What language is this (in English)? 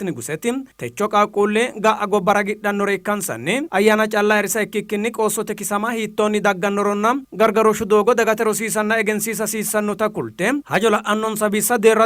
Sidamo